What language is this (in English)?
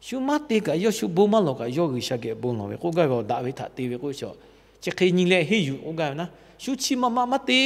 Lahu